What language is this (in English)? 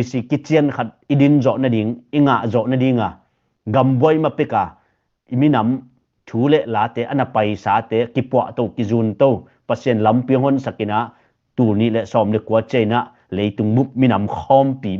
Tedim Chin